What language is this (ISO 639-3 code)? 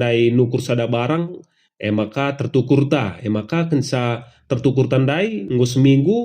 btx